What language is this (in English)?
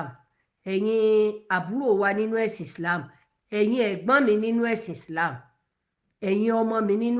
Yoruba